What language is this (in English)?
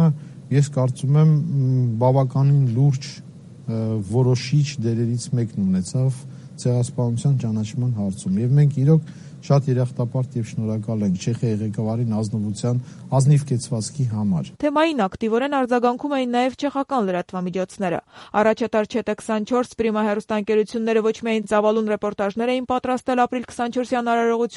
Armenian